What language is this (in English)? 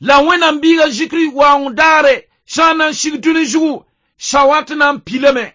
Mossi